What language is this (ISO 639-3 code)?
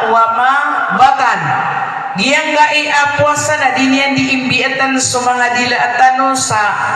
mrw